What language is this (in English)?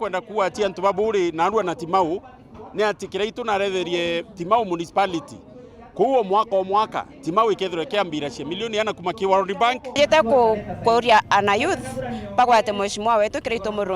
Meru